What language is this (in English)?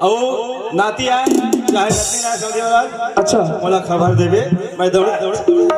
Chhattisgarhi